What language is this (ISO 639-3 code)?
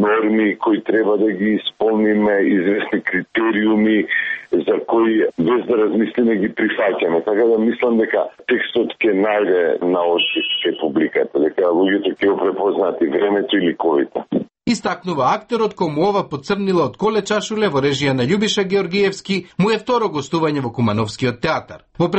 mkd